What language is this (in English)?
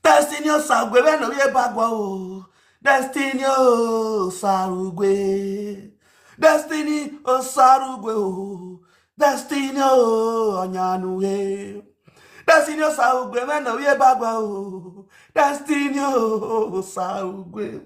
Nigerian Pidgin